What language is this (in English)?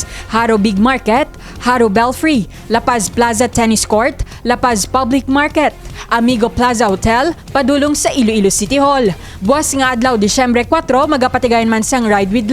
Hiligaynon